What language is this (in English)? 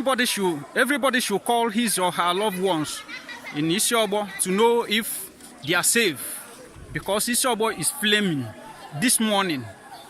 Igbo